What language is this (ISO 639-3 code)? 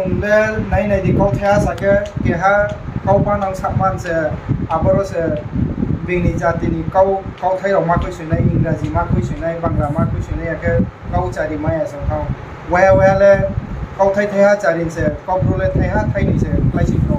ria